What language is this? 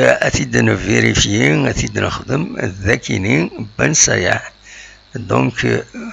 Kabyle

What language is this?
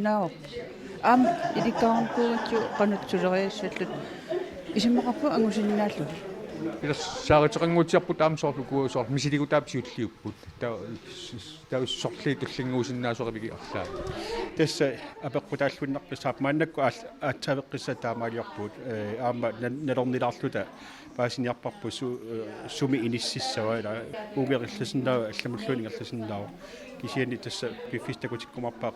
Kalaallisut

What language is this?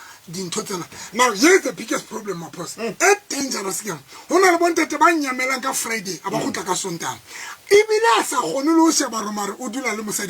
Tswana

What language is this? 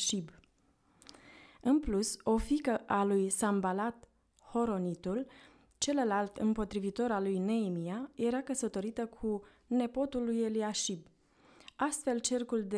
Romanian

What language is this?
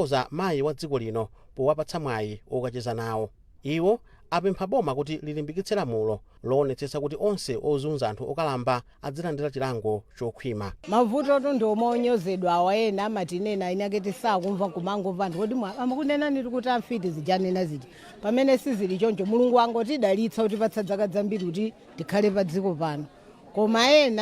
Nyanja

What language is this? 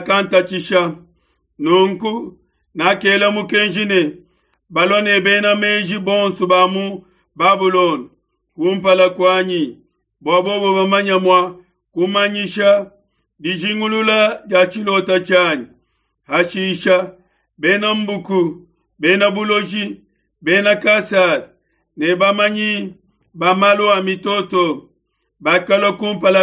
Luba-Lulua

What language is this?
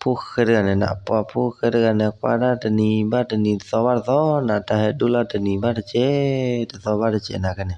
S'gaw Karen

